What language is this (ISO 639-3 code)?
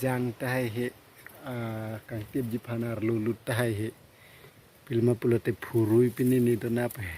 mjw